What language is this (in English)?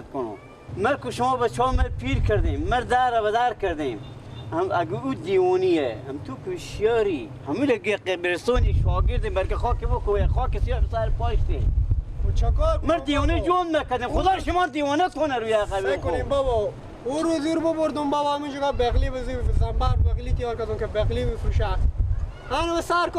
Persian